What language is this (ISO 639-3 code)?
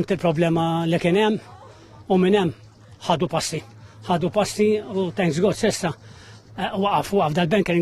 mlt